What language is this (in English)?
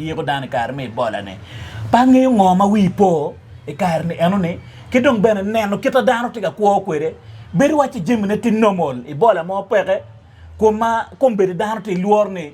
Acoli